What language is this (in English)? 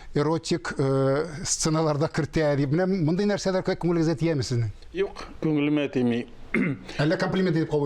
Tatar